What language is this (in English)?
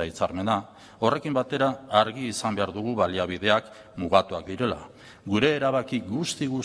Basque